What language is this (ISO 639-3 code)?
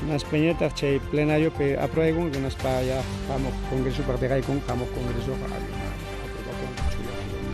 quy